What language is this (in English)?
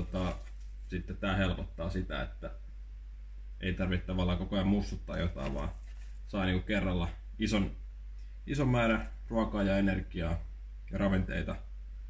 Finnish